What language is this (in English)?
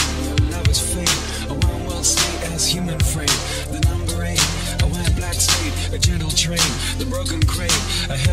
English